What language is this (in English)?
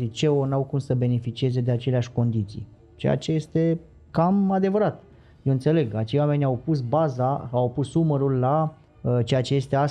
Romanian